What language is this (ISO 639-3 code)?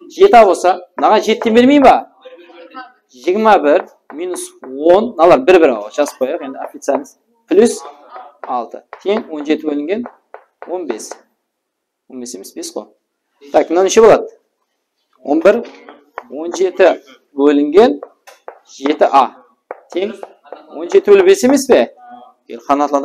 kaa